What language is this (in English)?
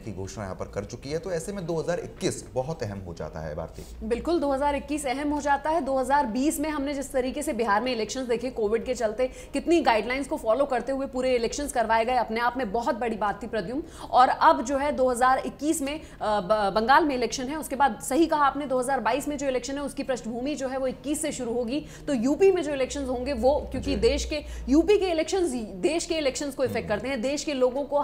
Hindi